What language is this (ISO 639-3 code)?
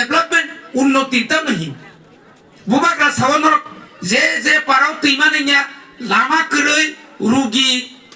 trp